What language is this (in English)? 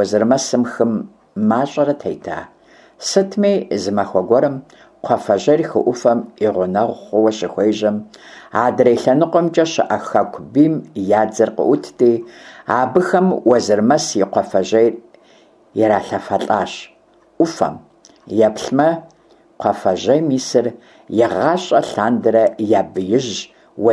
Kabardian